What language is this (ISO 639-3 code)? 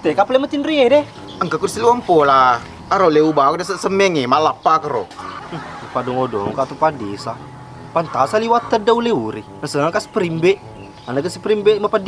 bug